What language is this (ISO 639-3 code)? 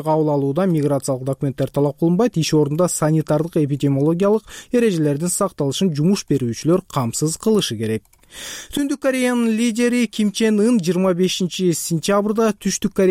kir